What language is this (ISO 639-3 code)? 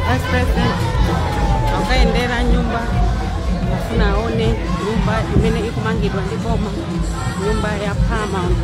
nya